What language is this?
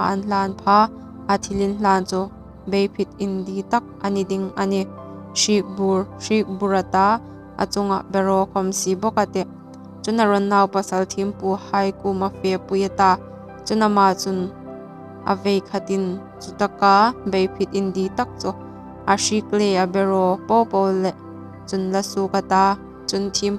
Hmar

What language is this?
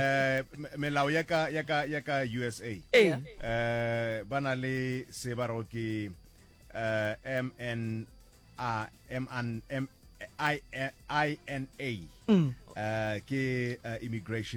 Northern Sotho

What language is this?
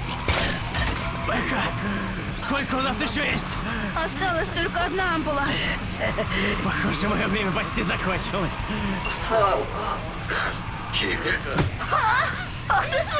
Russian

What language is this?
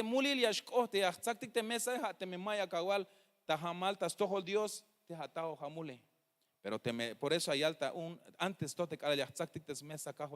Tzeltal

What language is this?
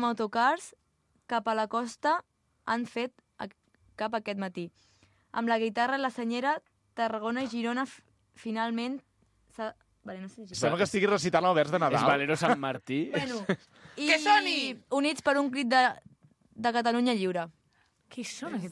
Catalan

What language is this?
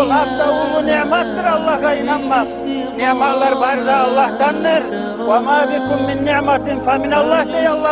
Kumyk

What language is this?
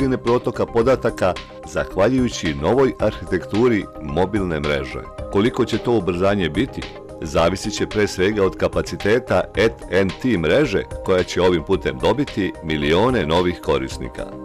Serbian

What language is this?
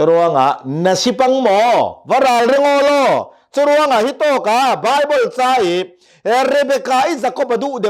Hakha Chin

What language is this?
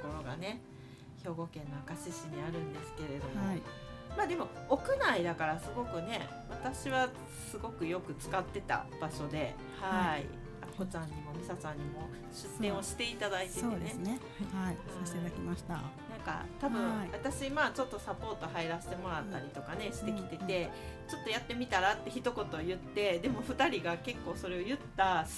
Japanese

